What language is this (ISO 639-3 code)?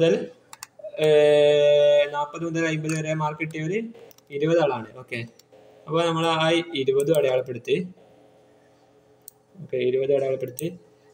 mal